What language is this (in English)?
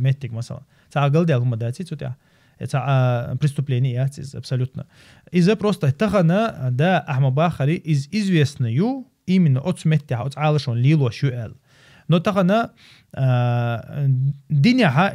Chechen